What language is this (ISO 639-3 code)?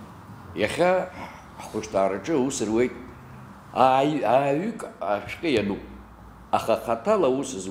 abk